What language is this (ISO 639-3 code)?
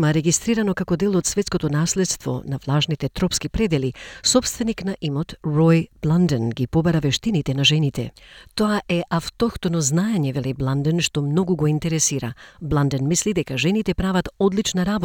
mkd